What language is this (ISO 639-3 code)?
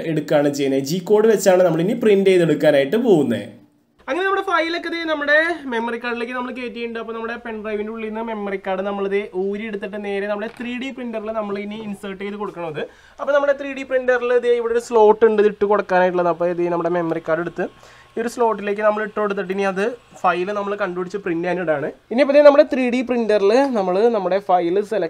mal